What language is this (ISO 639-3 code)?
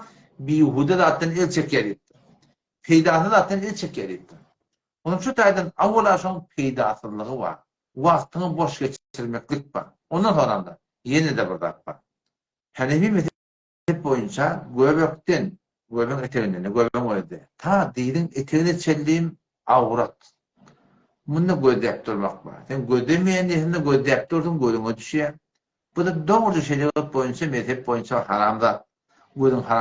tuk